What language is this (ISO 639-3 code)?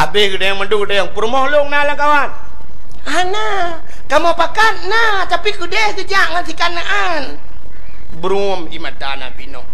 ace